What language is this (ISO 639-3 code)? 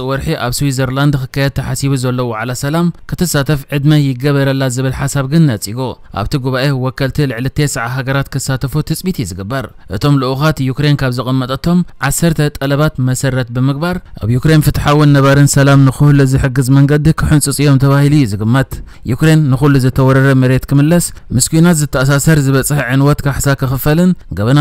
tir